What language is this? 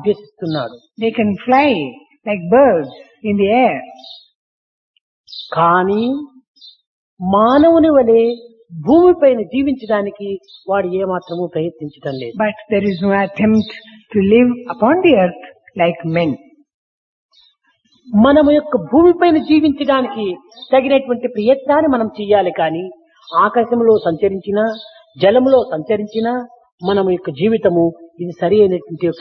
Telugu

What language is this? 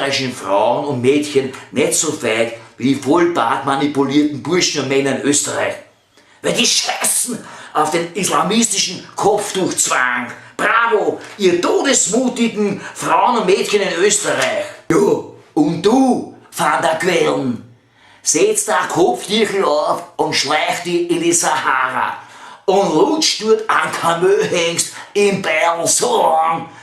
Bavarian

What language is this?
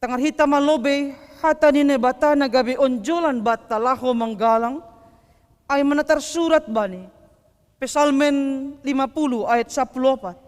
Batak Simalungun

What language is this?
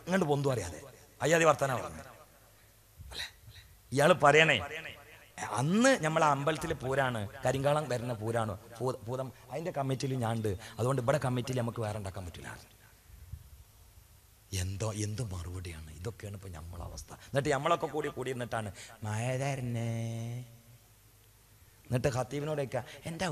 Malayalam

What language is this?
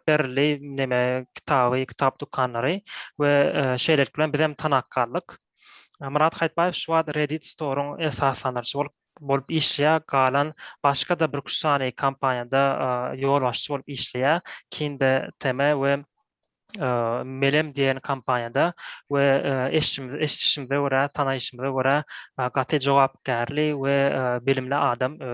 Turkmen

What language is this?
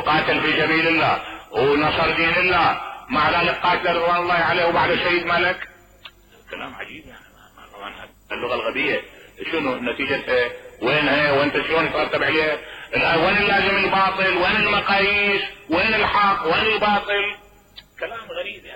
Mesopotamian Arabic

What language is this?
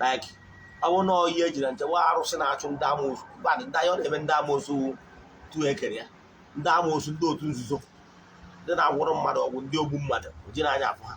Igbo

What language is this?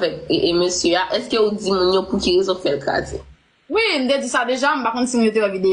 Haitian Creole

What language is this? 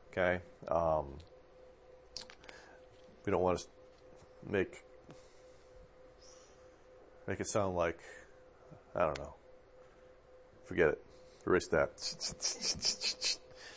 English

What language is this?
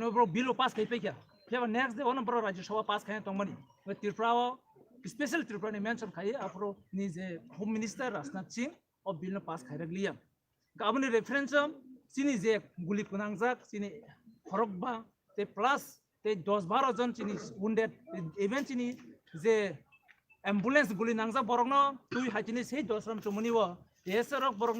Kok Borok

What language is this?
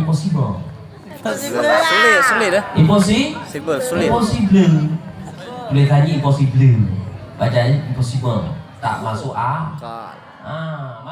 Achinese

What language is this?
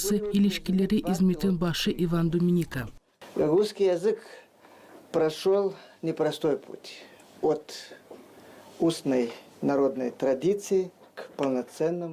Gagauz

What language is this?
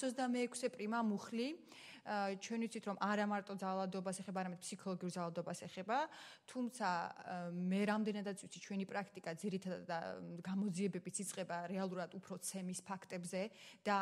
Georgian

